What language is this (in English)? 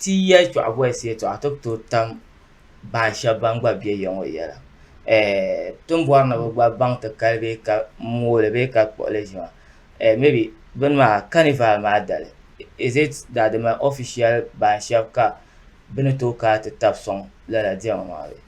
Dagbani